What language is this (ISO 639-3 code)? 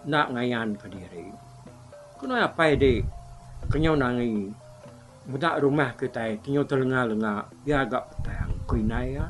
iba